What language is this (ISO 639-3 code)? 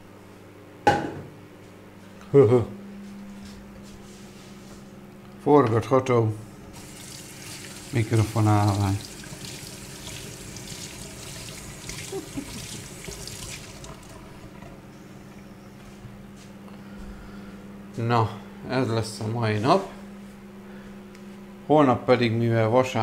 hun